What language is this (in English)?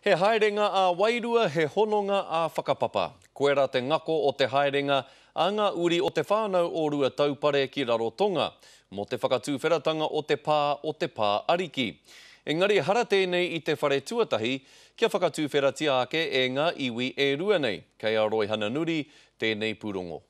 Māori